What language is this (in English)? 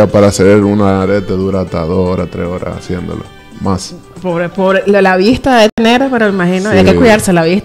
Spanish